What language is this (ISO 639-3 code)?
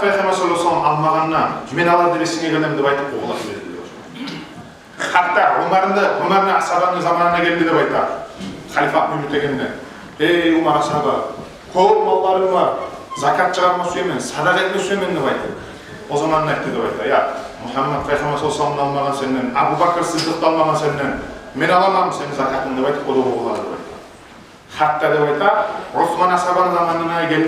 kum